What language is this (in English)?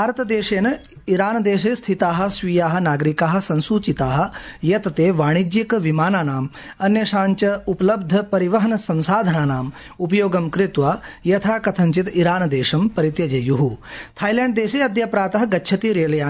Sanskrit